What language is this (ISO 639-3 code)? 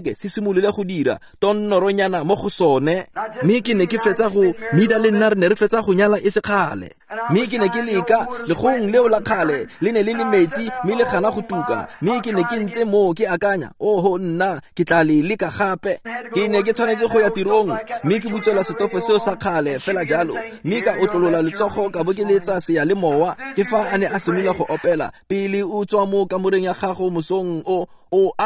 tsn